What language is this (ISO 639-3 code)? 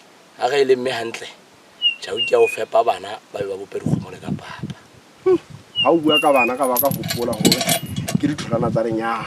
sot